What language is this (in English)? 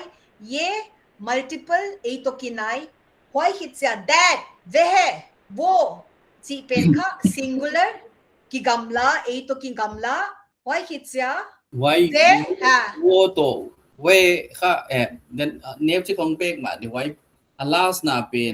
Paite Chin